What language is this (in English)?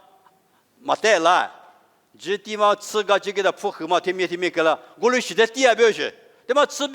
Lisu